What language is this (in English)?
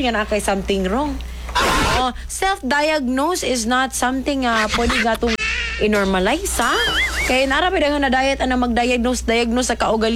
Cebuano